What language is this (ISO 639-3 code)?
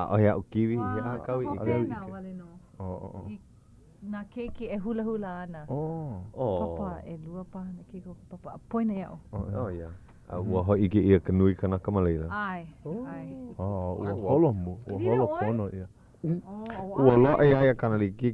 haw